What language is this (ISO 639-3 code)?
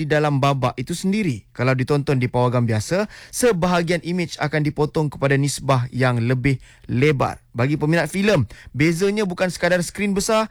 msa